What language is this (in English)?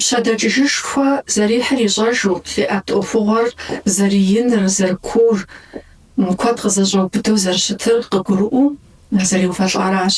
Kabardian